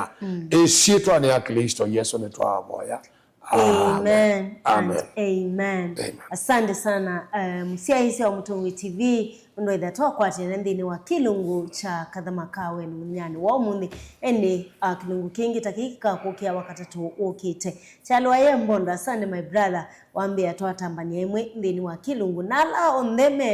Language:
Kamba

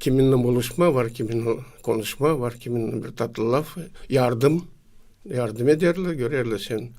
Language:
Gagauz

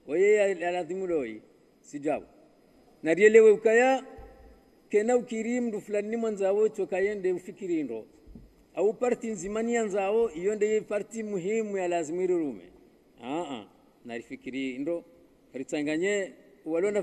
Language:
Ngazidja Comorian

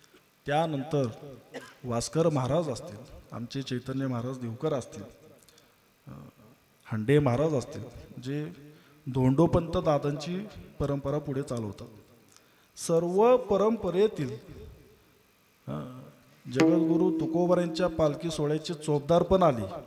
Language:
Marathi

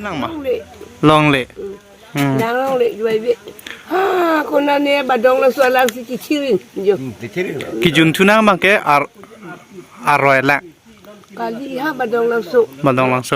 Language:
Karbi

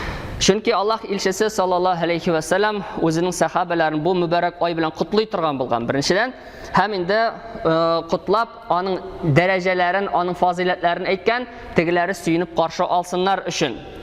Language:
Tatar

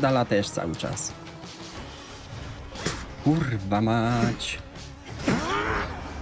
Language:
Polish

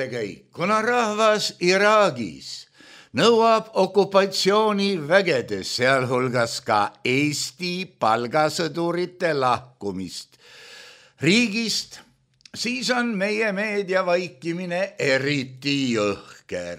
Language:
Estonian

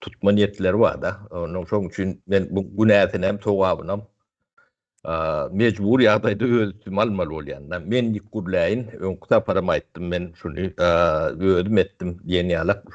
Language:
Turkmen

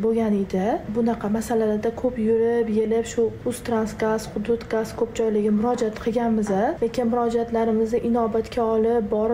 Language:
Uzbek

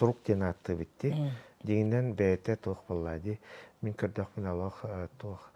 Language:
Yakut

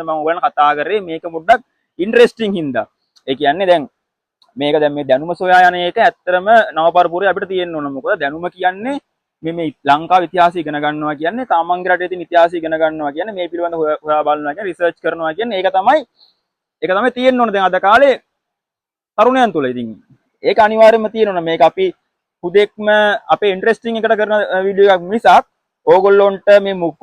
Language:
Sinhala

